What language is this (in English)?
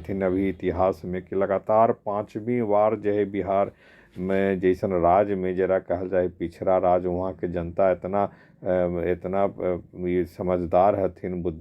Magahi